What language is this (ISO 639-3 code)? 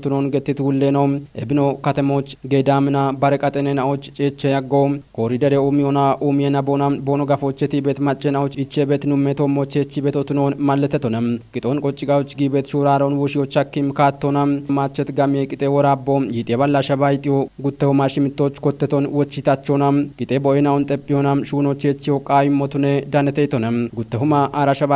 kbr